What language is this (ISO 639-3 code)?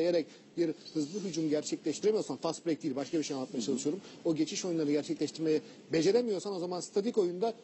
tur